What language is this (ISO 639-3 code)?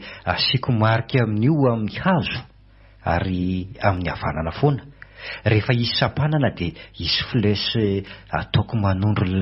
mlg